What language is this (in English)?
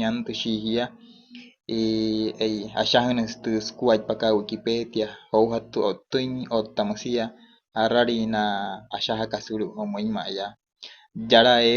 Wayuu